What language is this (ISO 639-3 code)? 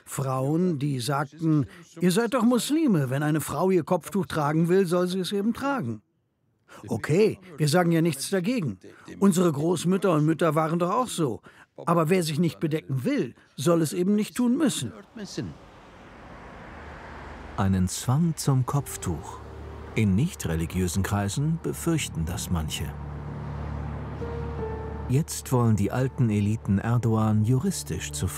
deu